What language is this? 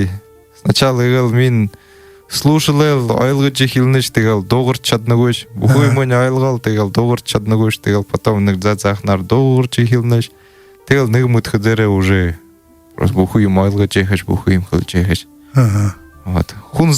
Buriat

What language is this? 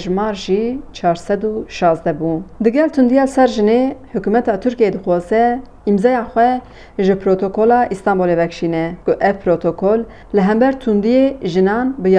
Kurdish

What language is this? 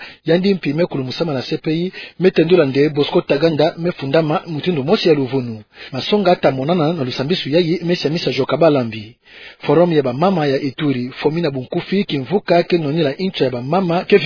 Kituba (Democratic Republic of Congo)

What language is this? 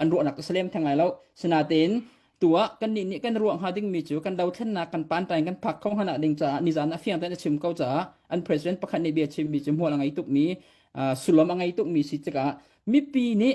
Hakha Chin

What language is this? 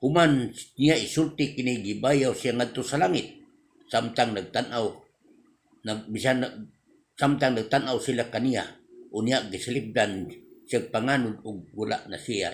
Cebuano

